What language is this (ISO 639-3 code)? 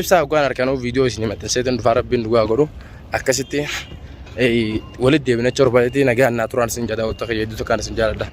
orm